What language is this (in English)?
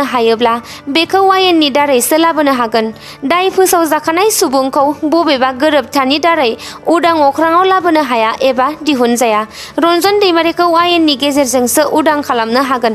Bodo